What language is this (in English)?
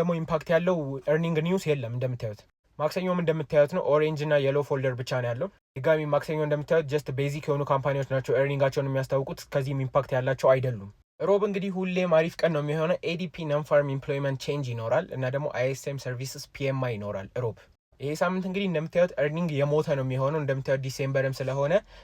Amharic